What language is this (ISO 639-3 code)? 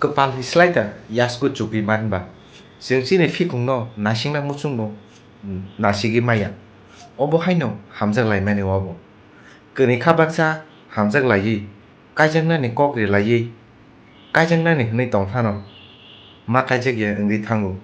trp